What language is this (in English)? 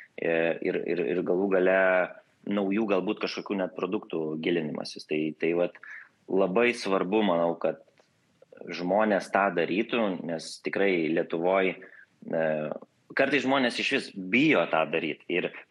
Lithuanian